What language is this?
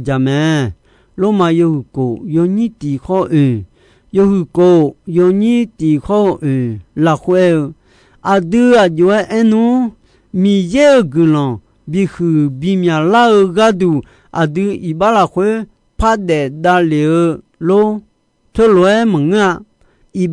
Akha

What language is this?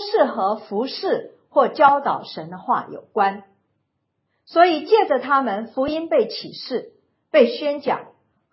Chinese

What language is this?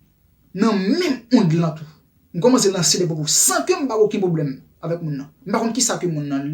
Haitian Creole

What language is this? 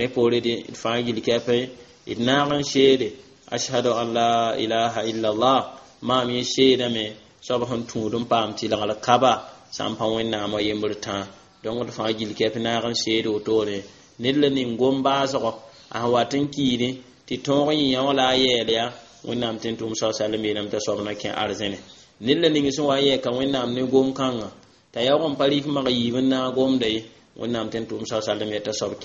Mossi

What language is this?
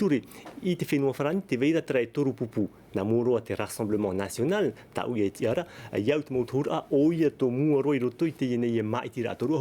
Tahitian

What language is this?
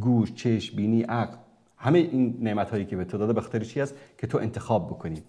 Persian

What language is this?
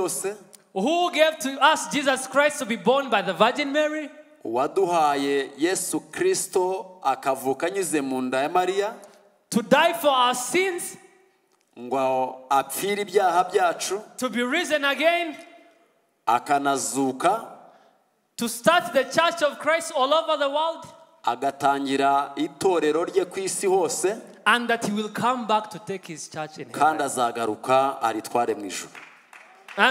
Kinyarwanda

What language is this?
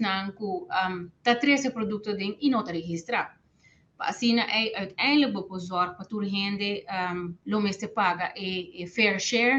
Papiamento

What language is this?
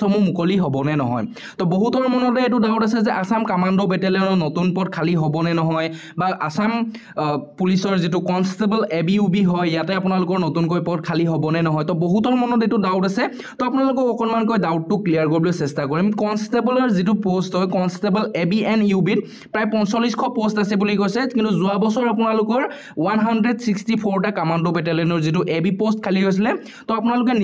Assamese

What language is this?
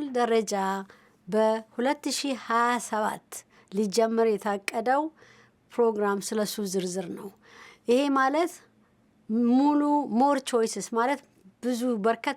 Amharic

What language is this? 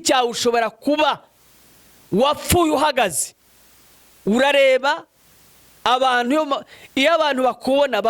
Kinyarwanda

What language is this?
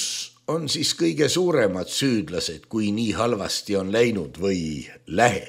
Estonian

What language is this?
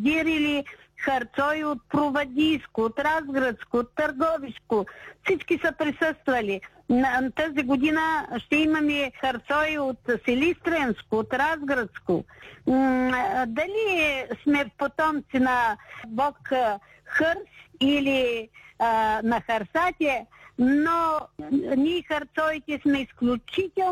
Bulgarian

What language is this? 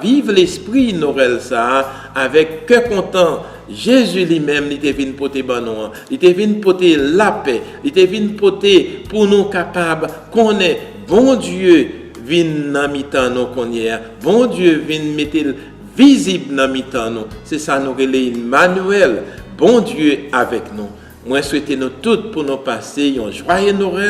Haitian Creole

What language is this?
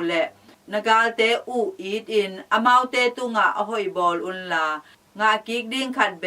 Tedim Chin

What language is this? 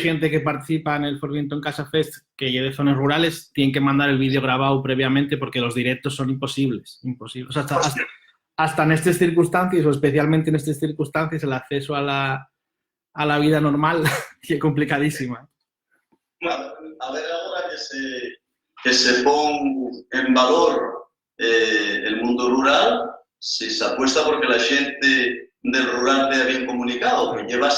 Asturian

